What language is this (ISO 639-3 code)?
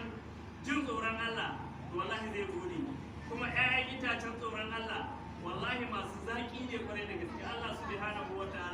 hau